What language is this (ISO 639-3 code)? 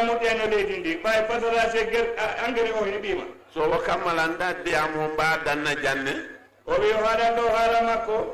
ful